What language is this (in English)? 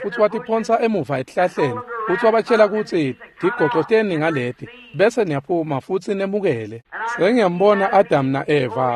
Swati